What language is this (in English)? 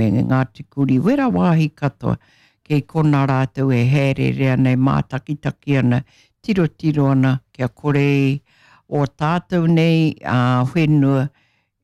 Māori